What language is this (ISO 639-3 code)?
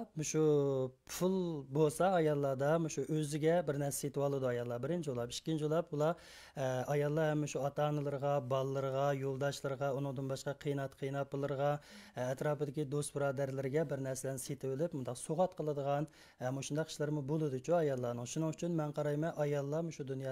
uig